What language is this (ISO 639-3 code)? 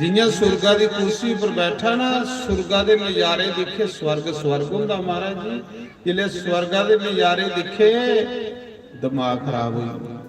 doi